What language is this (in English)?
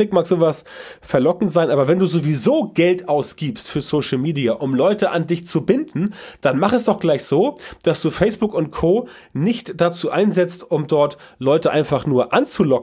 German